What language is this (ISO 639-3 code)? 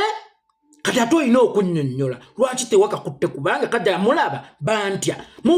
lug